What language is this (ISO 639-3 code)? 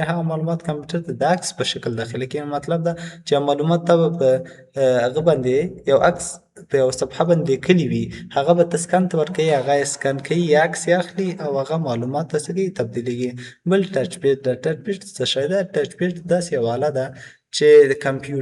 pus